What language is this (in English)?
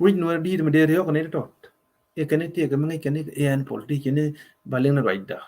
Nuer